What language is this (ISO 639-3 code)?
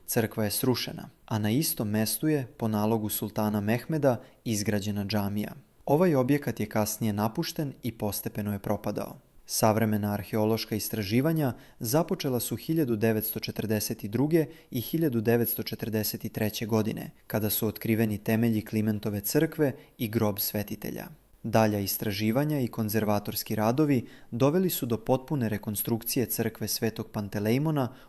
mkd